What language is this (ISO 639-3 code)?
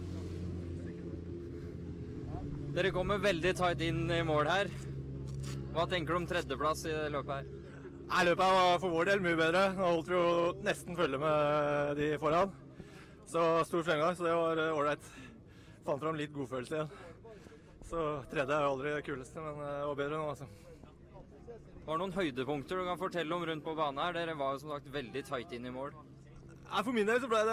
nor